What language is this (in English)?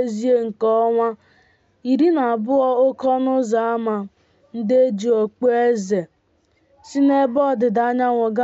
Igbo